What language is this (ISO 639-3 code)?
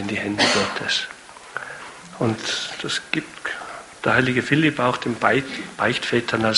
deu